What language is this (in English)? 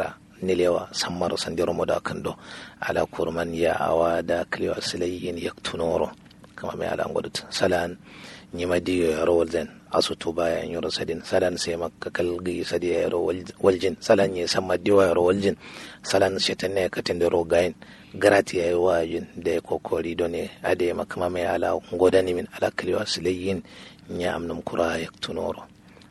Kanuri